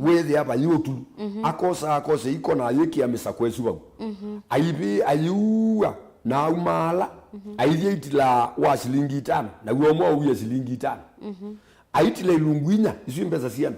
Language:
Kamba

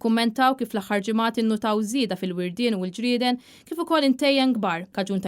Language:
Maltese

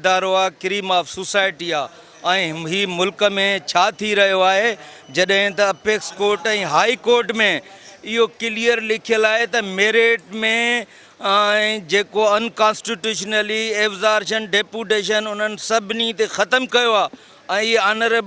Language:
Sindhi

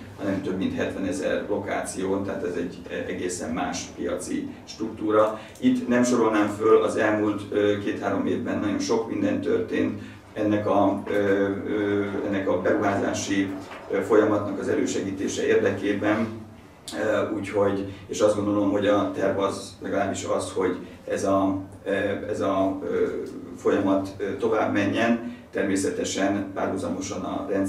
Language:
Hungarian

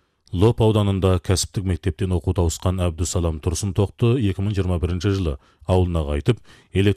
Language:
Kazakh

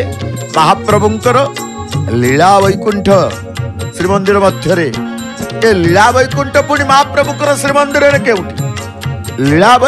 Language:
Odia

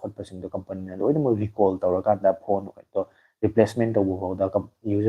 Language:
Manipuri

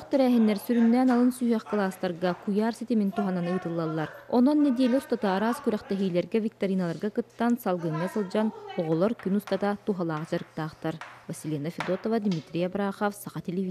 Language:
Yakut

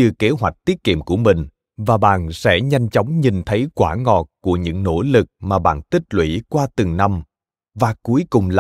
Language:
Vietnamese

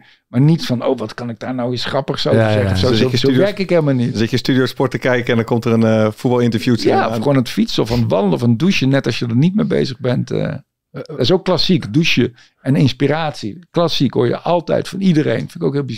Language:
Dutch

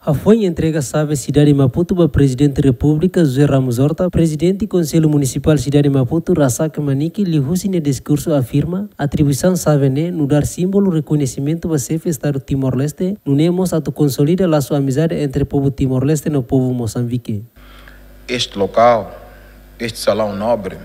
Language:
Tetum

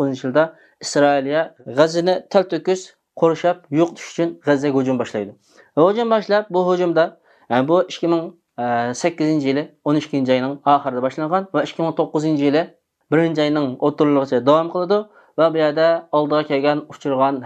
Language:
Uyghur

